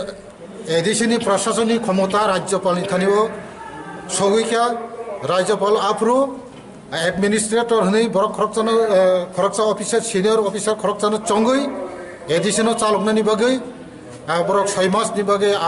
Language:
Kok Borok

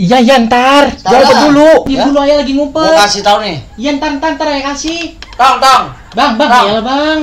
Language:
Betawi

